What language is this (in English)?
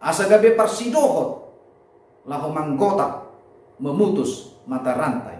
Batak Toba